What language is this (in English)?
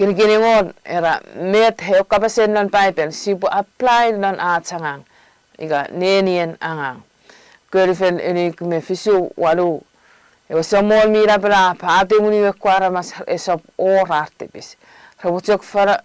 Chuukese